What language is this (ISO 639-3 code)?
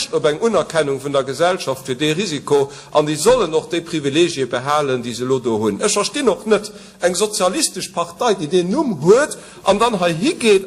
ltz